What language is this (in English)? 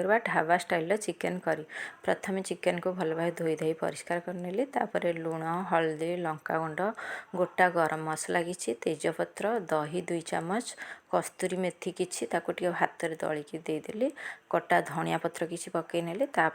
Odia